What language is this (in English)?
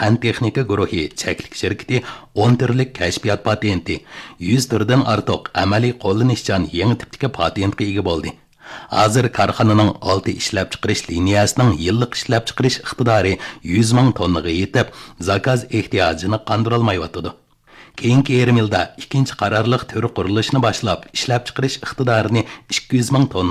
Uyghur